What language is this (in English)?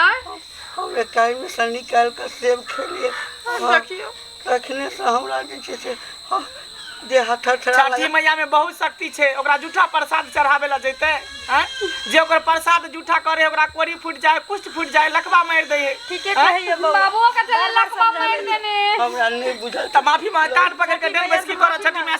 Maithili